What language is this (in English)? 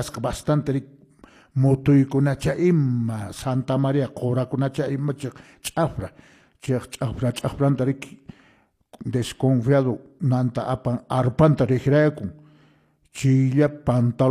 Quechua